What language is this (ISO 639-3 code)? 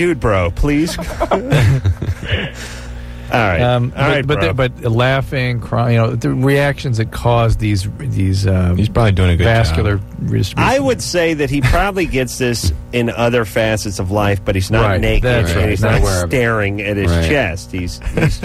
eng